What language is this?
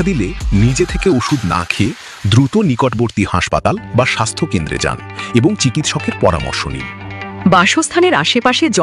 Bangla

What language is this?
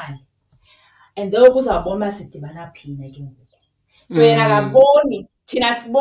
Xhosa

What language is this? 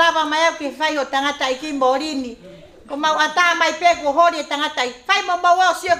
Tongan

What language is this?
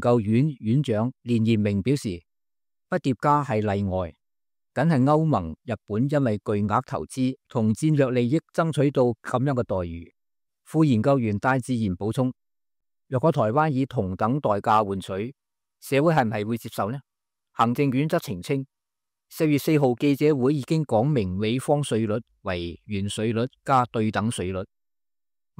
Cantonese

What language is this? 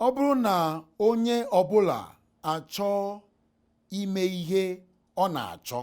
Igbo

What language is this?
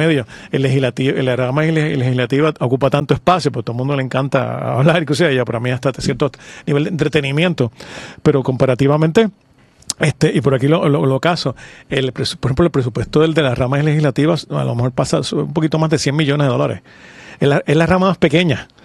Spanish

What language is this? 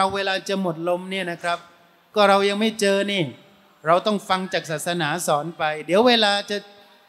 Thai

